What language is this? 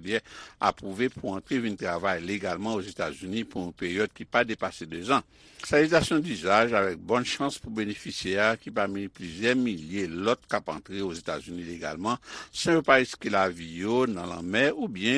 Haitian Creole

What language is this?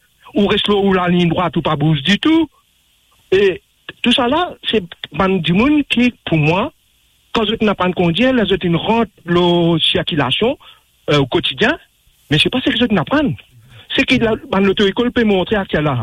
Morisyen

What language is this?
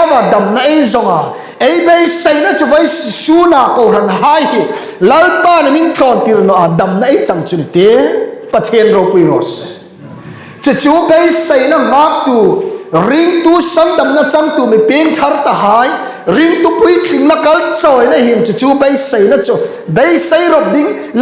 Hmar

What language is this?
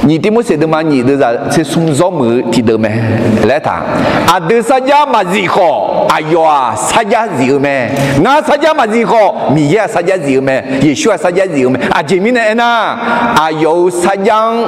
Akha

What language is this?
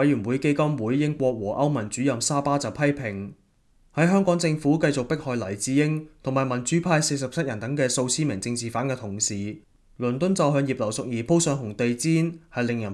Cantonese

